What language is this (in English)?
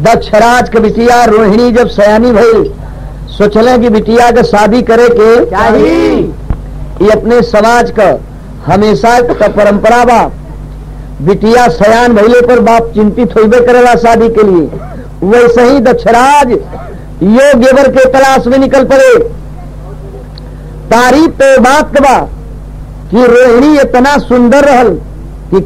Bhojpuri